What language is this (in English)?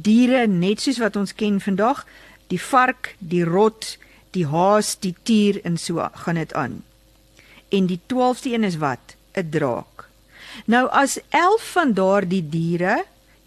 Afrikaans